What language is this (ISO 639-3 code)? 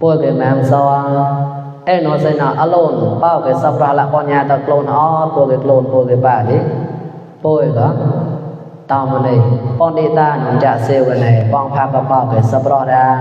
mnw